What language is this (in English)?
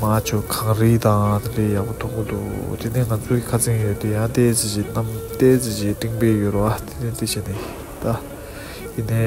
Tibetan